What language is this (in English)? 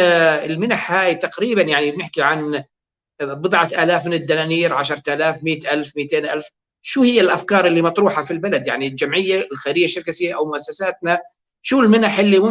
North Levantine Arabic